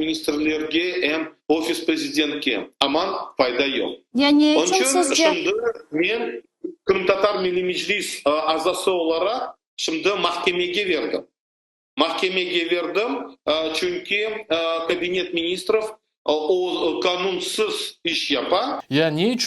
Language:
Crimean Tatar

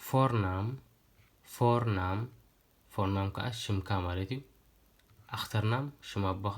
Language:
Tigrinya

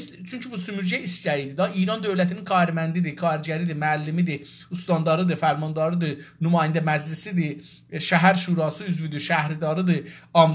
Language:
South Azerbaijani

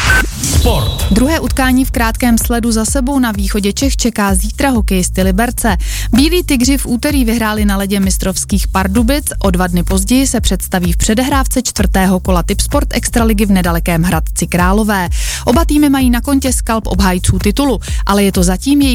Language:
Czech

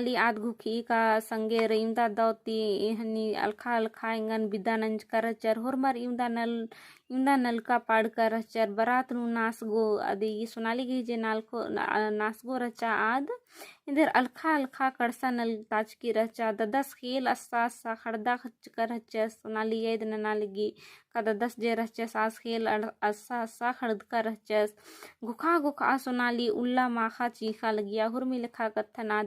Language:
Kurukh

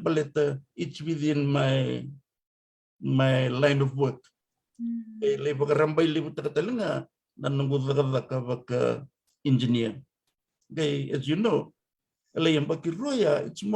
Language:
Fijian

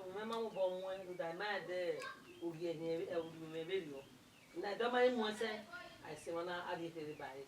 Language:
Bini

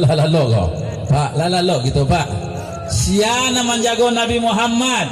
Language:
Minangkabau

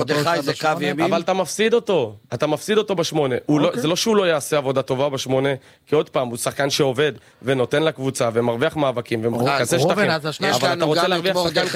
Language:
Hebrew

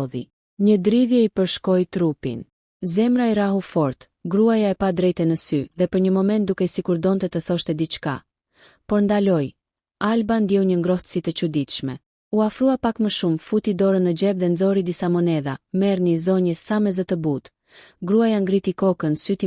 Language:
Albanian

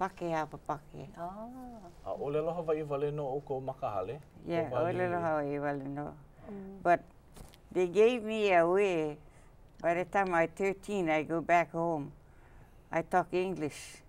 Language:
Hawaiian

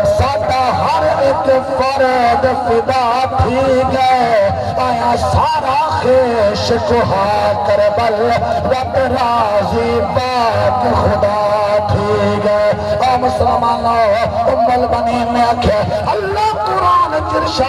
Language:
Saraiki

